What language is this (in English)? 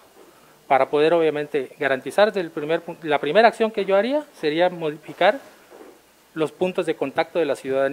Spanish